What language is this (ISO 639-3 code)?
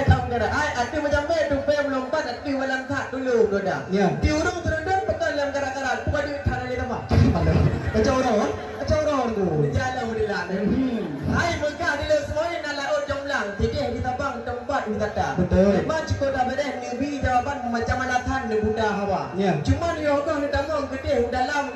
ace